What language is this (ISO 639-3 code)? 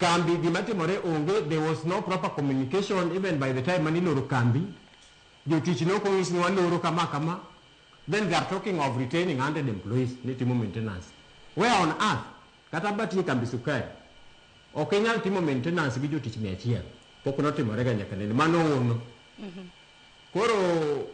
luo